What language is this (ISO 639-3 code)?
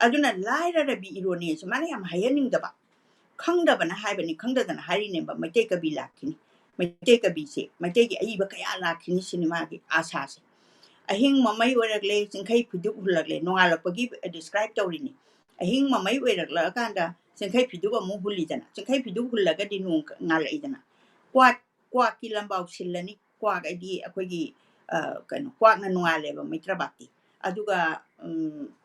mni